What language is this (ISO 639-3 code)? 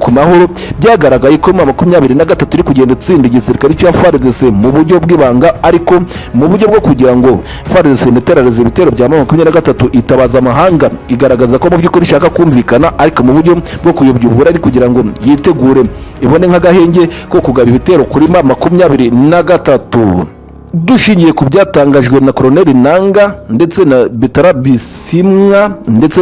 kin